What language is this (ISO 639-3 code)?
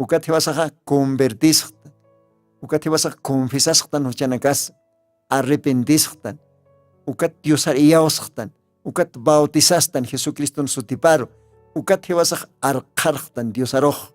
aym